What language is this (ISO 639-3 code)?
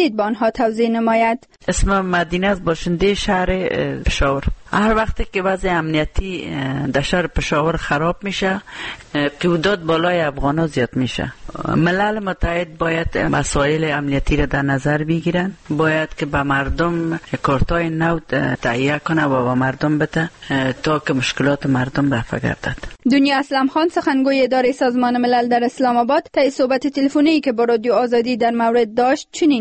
fas